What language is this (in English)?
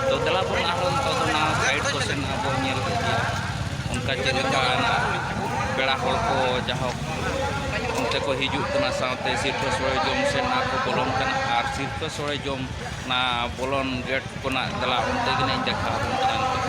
Santali